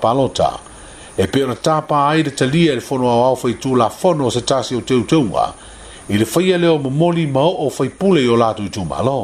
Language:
Samoan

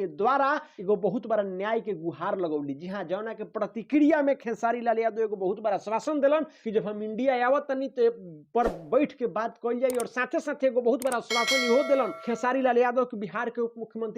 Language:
Bhojpuri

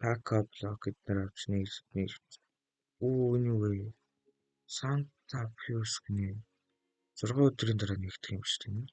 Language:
Mongolian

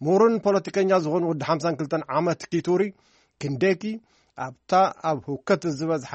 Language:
Tigrinya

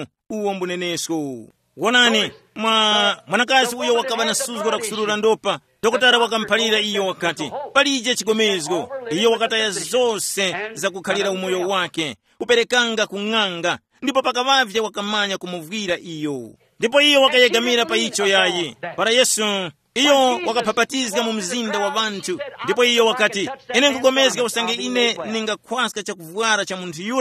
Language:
Tumbuka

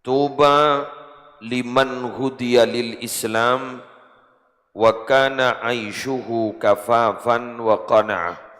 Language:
Madurese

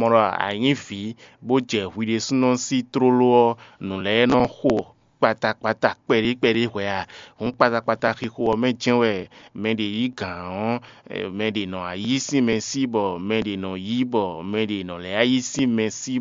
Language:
Fon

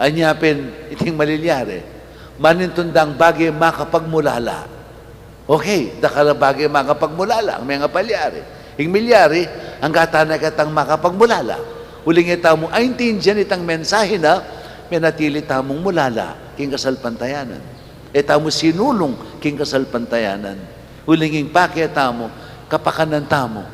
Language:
Pampanga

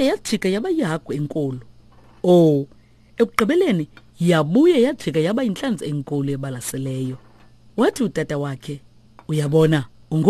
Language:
Xhosa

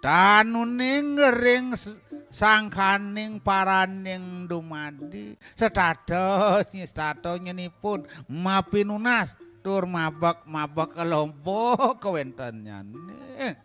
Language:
Balinese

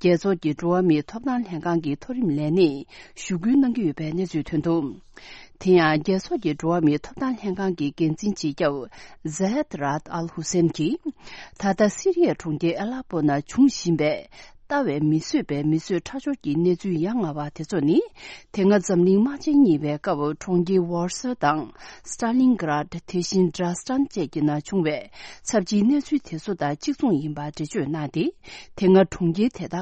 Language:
Tibetan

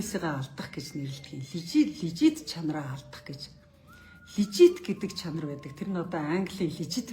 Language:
Mongolian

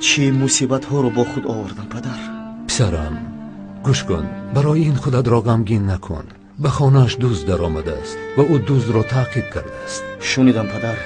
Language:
Tajik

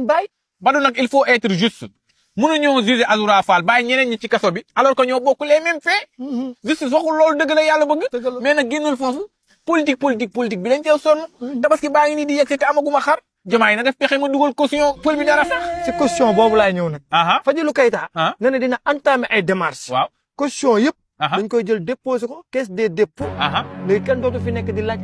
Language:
Wolof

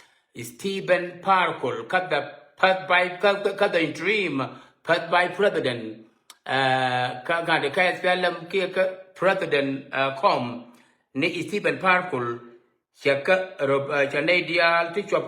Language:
Nuer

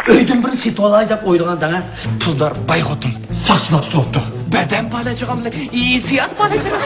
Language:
Uyghur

